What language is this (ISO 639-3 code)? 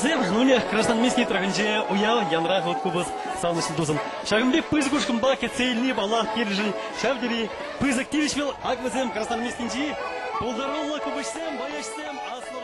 chv